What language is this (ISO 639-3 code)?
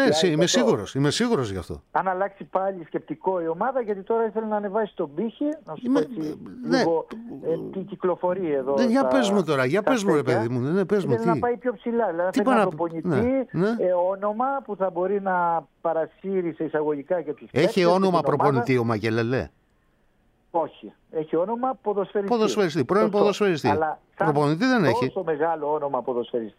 ell